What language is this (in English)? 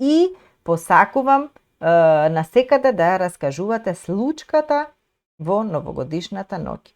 Macedonian